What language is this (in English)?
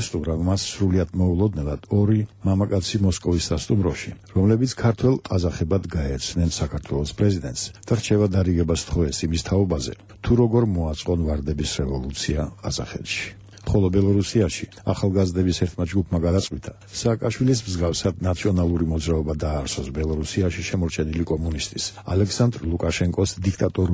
Georgian